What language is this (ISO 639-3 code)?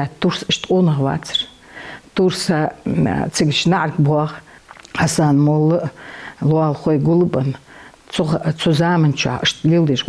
inh